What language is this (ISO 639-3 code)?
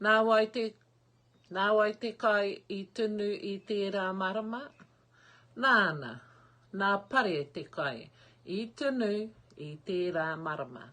mri